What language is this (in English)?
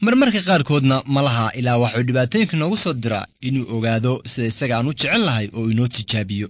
Somali